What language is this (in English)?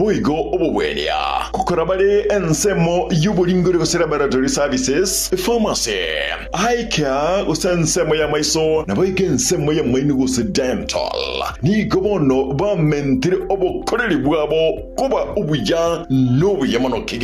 Gusii